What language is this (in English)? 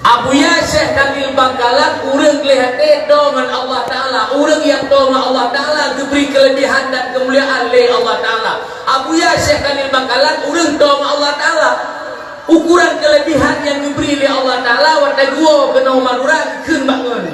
Achinese